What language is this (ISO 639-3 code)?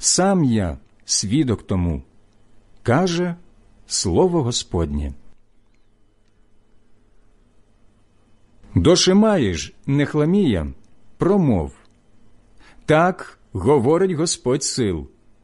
ukr